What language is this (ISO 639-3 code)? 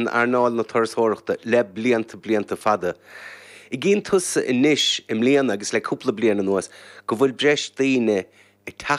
gle